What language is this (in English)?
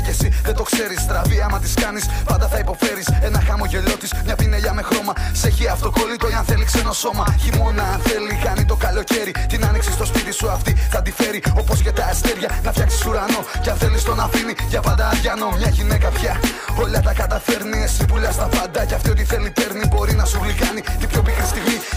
Greek